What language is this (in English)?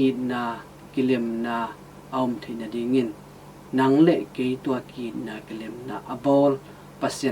Tedim Chin